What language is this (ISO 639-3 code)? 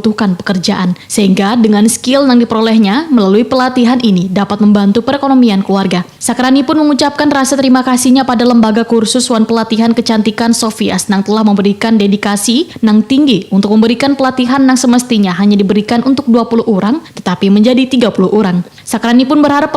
bjn